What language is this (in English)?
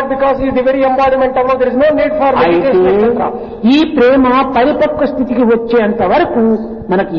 Telugu